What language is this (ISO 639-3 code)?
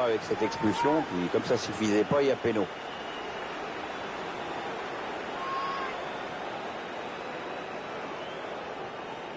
fra